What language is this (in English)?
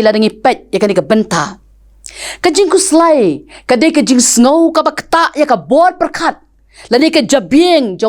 Khasi